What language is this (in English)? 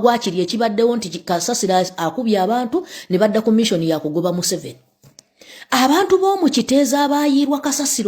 Ganda